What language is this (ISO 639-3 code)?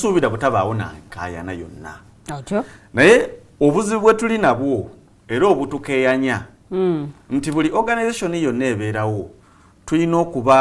lug